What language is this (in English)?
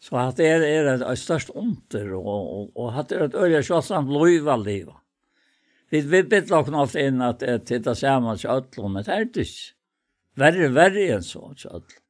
Faroese